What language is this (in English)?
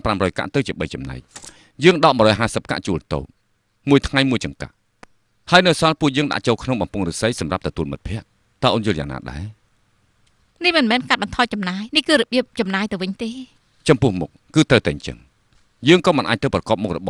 Khmer